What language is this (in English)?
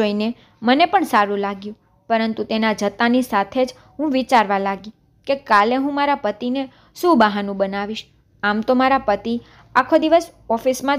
Gujarati